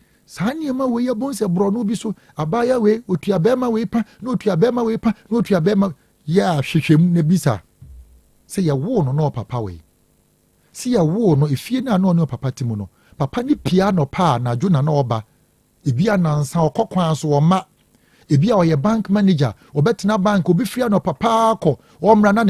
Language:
Akan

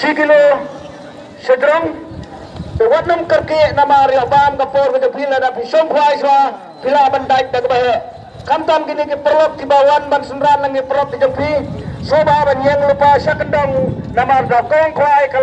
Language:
Khasi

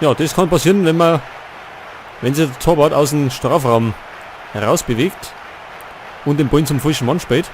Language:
Bavarian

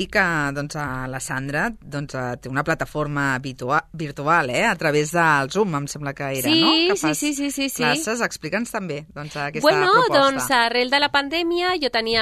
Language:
Catalan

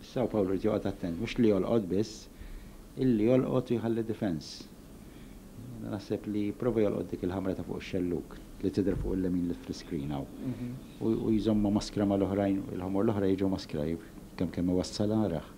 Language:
Maltese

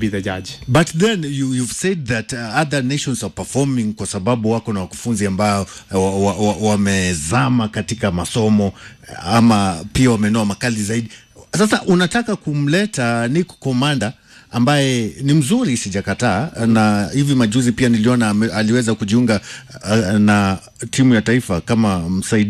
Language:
Swahili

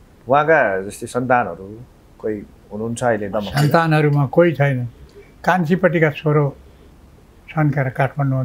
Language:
Nepali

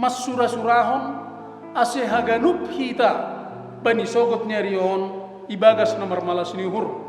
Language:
Batak Simalungun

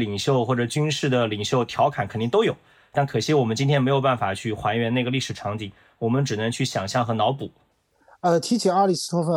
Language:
Chinese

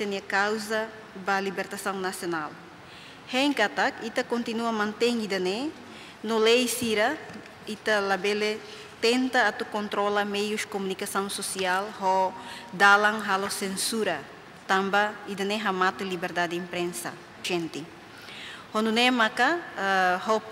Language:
Tetum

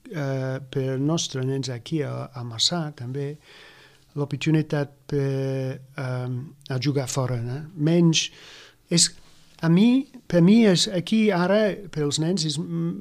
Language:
Catalan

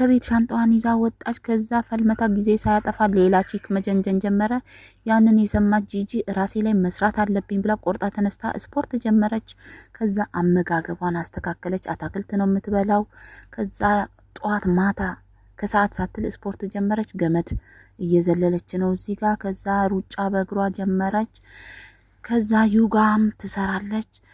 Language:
Amharic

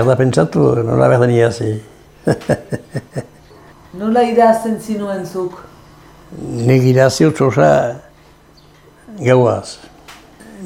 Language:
Basque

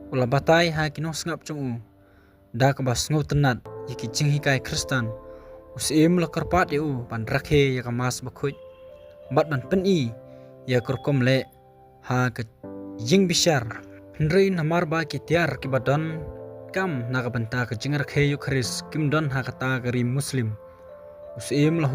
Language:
Khasi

